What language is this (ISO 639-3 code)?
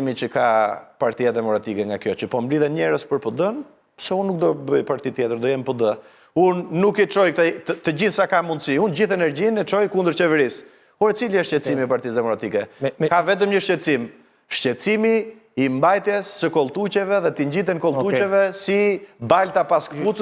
sqi